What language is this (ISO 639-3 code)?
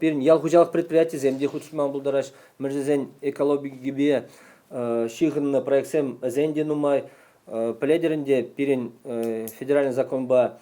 chv